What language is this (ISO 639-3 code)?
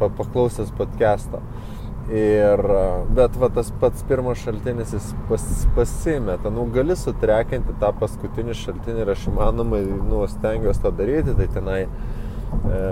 lit